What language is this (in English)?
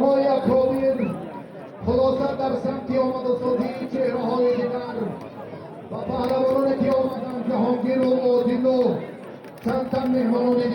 Tajik